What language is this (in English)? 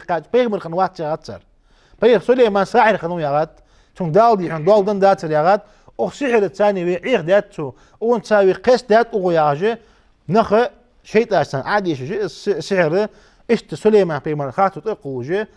Ingush